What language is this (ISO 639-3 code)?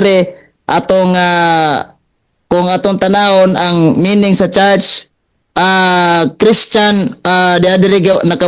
ceb